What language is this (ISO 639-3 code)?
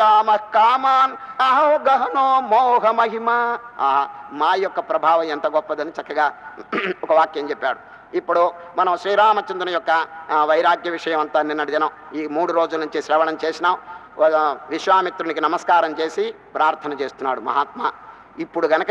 tel